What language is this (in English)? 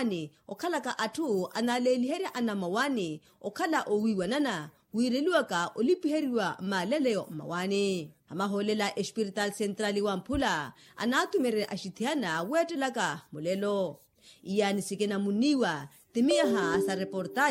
Makhuwa